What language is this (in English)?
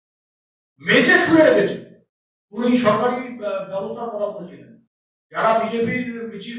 Bangla